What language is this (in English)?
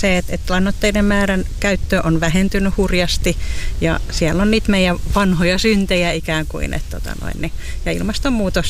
Finnish